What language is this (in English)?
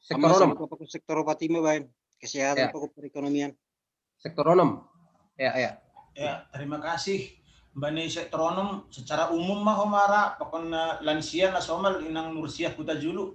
Batak Simalungun